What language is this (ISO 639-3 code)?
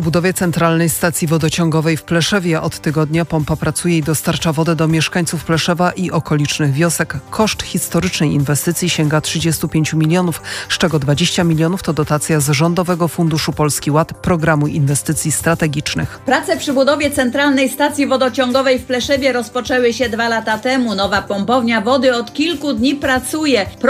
pol